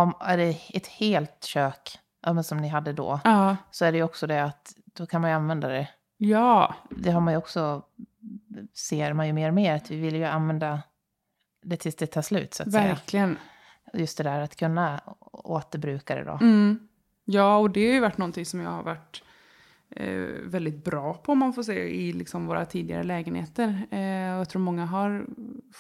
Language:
Swedish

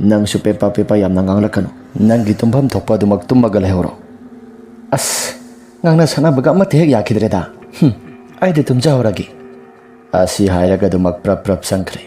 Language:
Manipuri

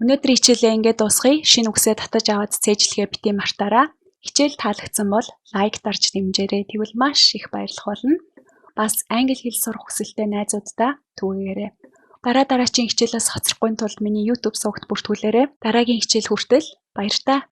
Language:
Mongolian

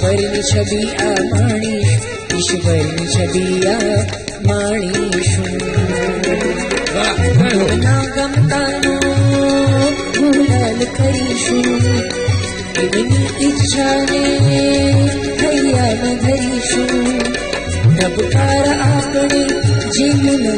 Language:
Gujarati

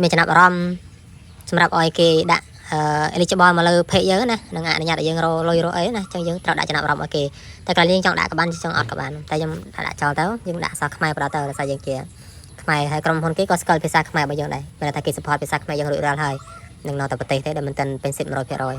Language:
Khmer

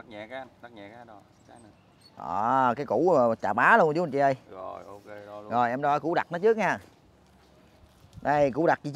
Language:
Vietnamese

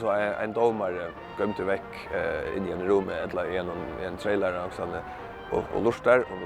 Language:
Faroese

